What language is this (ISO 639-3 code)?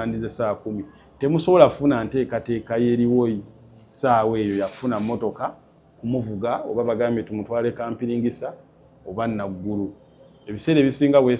lug